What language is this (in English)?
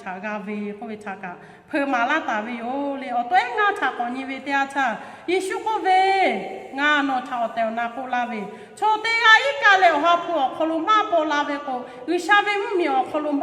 Lahu